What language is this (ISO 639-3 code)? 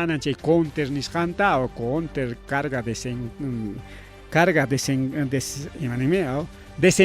quy